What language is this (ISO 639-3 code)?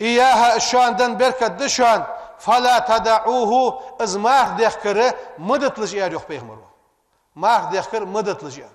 inh